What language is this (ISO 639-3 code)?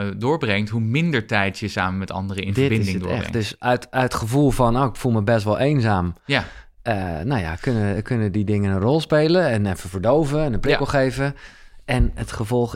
nld